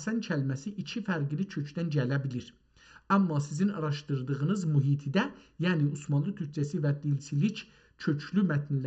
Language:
South Azerbaijani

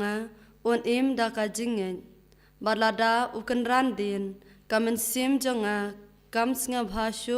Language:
Khasi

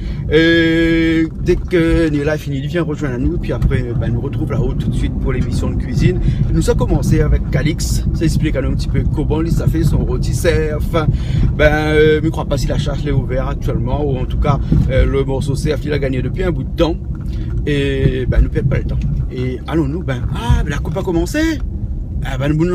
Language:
Réunion Creole French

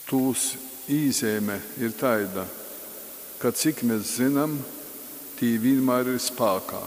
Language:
Latgalian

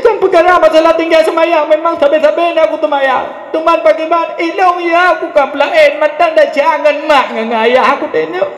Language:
Achinese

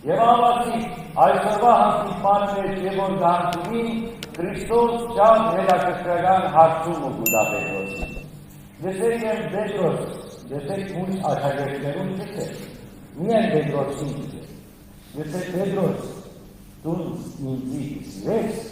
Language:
Western Armenian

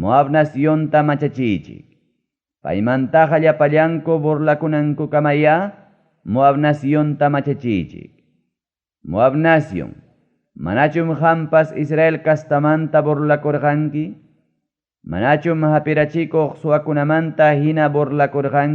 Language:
Ayacucho Quechua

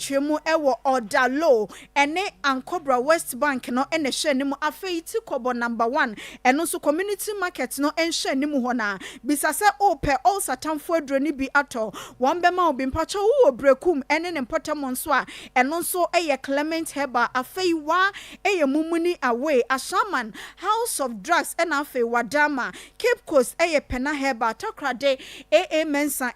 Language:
Akan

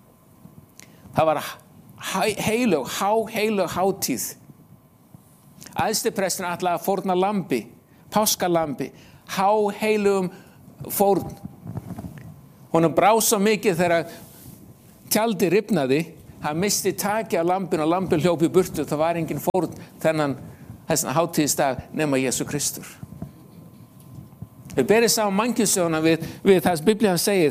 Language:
Icelandic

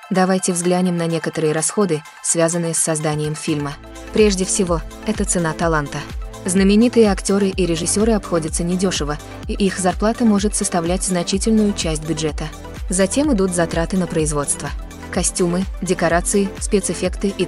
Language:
Russian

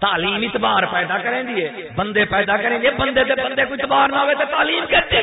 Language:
Saraiki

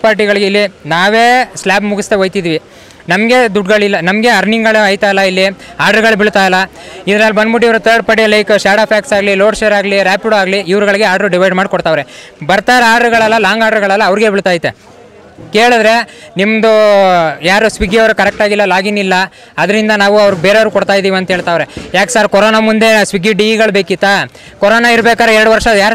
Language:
Kannada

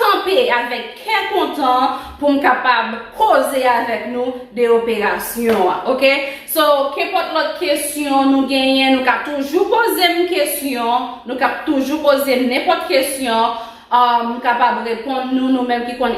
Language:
Haitian Creole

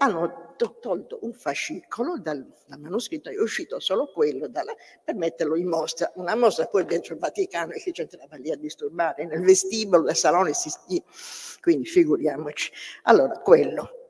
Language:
Italian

